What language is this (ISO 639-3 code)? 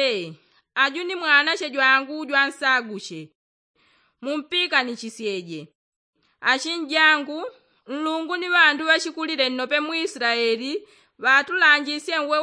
yao